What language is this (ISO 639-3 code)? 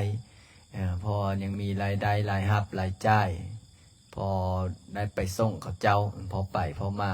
lao